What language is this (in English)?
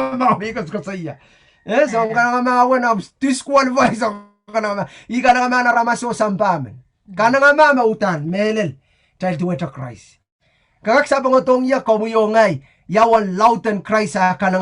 Pohnpeian